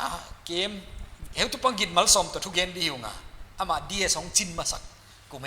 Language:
Paite Chin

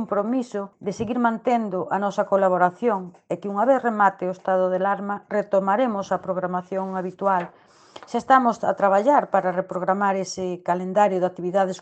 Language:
Galician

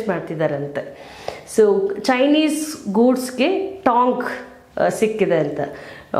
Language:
Kannada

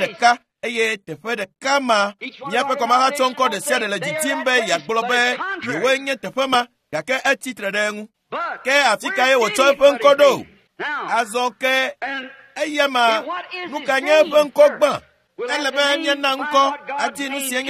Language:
Ewe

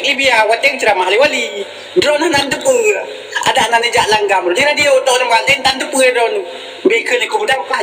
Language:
Achinese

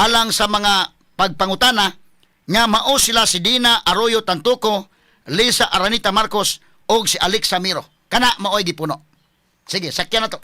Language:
Cebuano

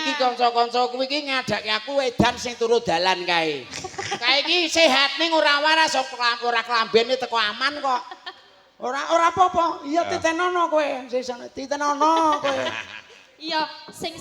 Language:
Javanese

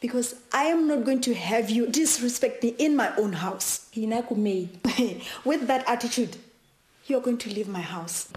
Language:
Tswana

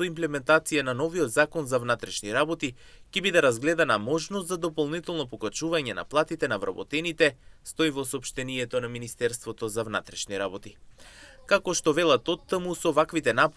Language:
Macedonian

